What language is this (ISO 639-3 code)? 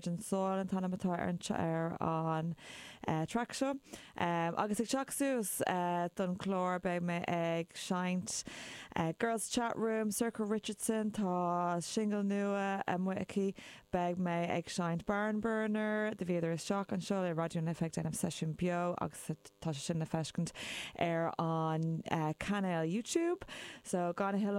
gle